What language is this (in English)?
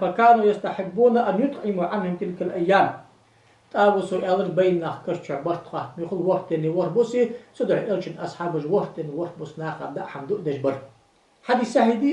Ingush